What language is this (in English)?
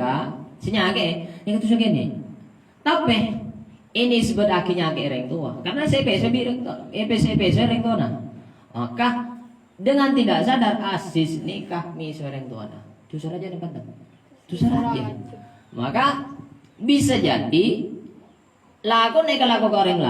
Madurese